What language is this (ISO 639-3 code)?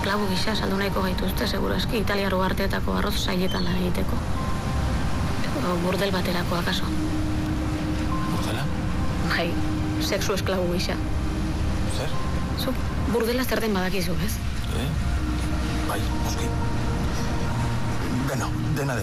eus